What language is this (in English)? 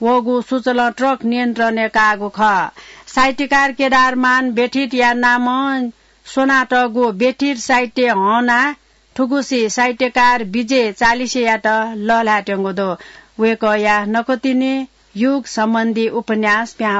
Newari